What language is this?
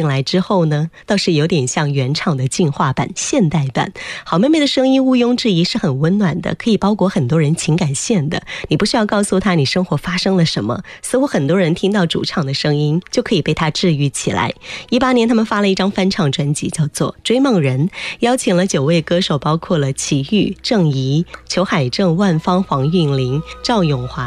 Chinese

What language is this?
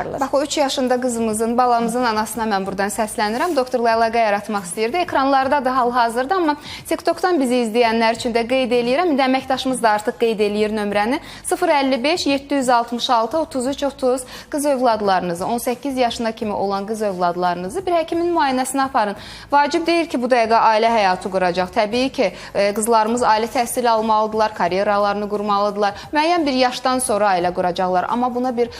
Azerbaijani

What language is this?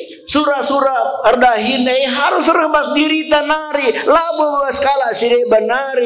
Batak Karo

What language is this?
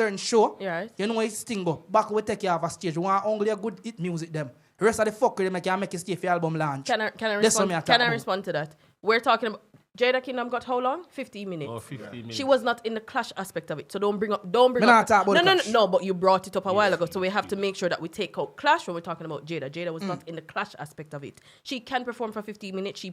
Jamaican Creole English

